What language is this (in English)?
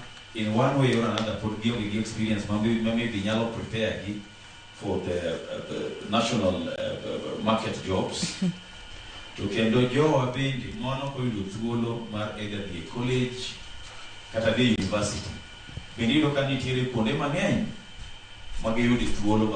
Luo (Kenya and Tanzania)